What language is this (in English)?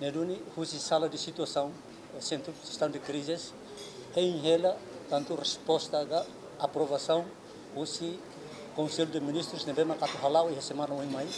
Tetum